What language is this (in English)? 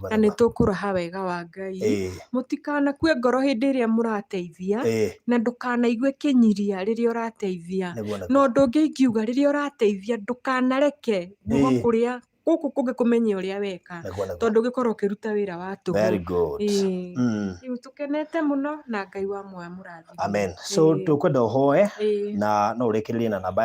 Kikuyu